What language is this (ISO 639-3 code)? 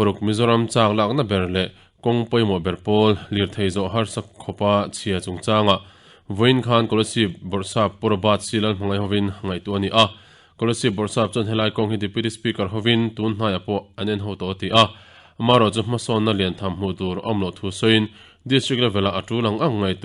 lus